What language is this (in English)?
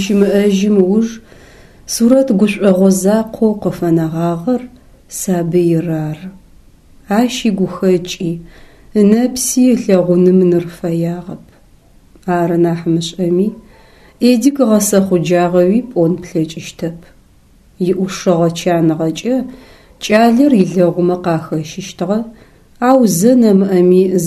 Adyghe